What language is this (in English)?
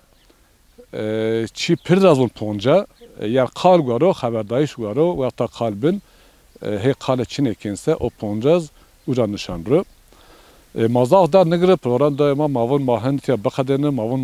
Zaza